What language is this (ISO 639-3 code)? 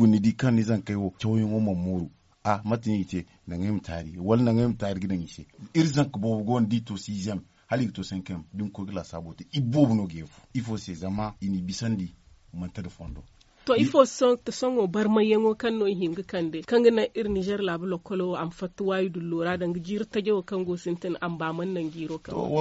dje